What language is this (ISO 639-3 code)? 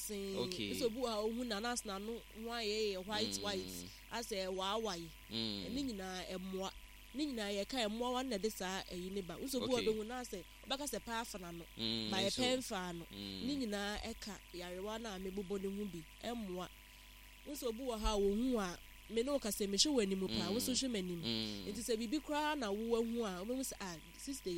aka